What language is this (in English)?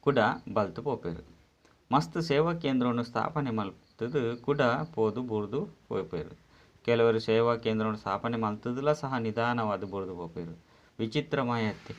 Tulu